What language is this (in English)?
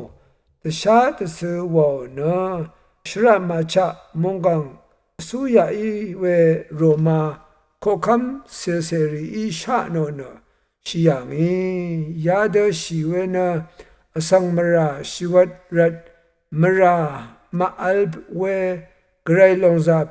Rawang